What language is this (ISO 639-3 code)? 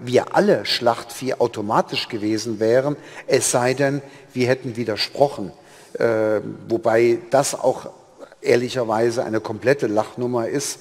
deu